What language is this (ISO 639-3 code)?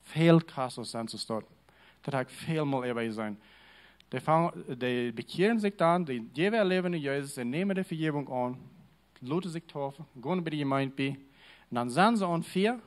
pdt